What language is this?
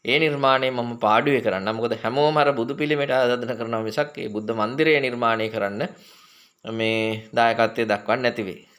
Sinhala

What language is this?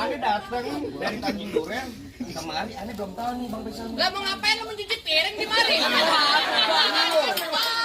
Betawi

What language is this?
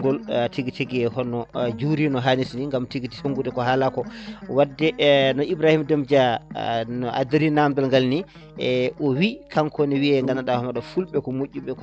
Fula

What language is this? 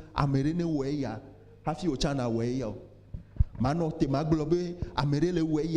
Ewe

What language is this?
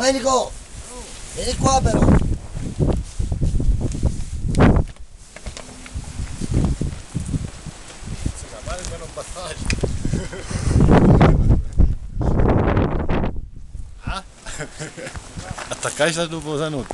Italian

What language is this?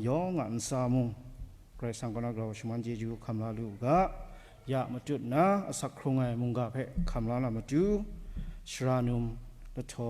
Kachin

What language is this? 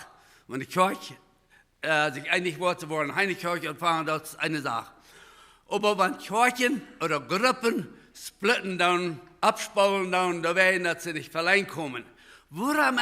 Plautdietsch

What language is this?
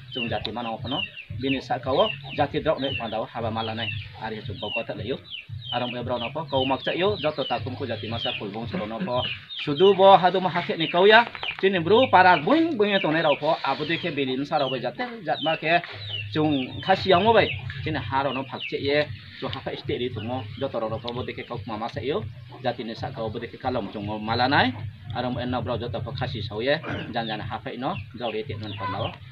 Riang (India)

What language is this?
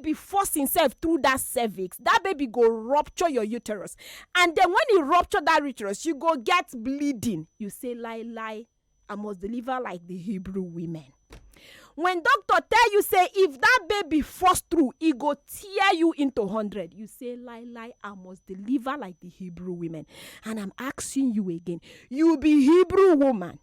Nigerian Pidgin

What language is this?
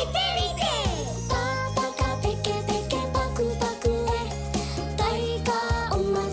Māori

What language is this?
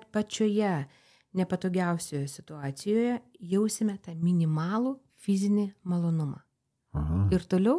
Lithuanian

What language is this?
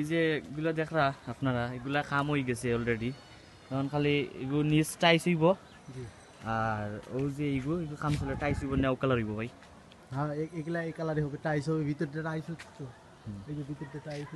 Sylheti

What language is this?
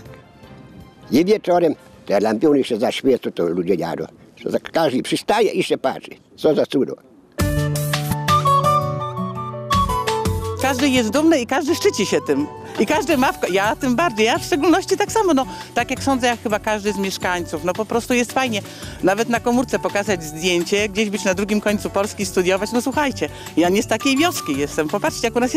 Polish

